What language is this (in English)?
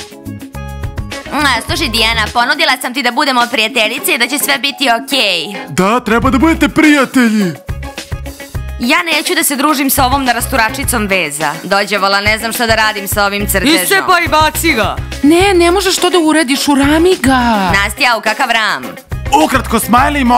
Serbian